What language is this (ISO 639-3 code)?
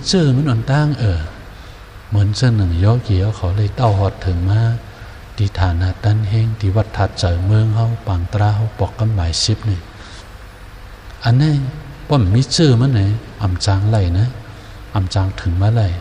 shn